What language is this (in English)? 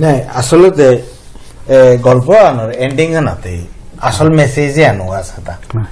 Bishnupriya